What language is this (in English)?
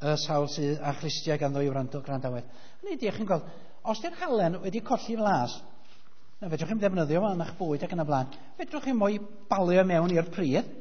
Welsh